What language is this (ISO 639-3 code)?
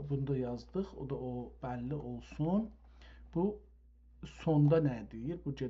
azb